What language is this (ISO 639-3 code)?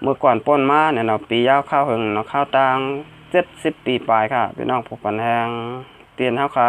shn